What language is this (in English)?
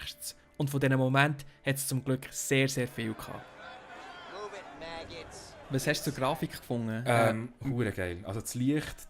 Swiss German